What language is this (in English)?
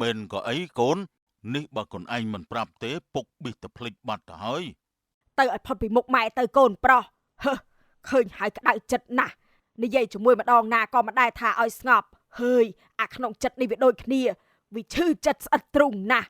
Khmer